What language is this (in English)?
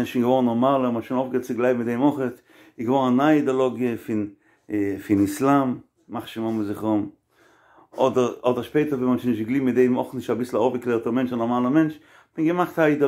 Yiddish